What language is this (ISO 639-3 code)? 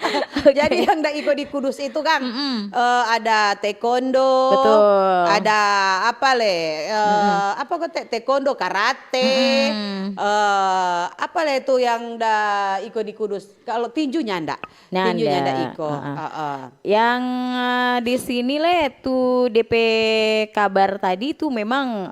xmm